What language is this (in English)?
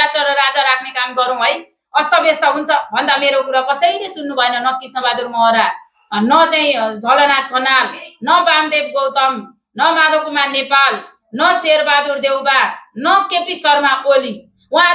Nepali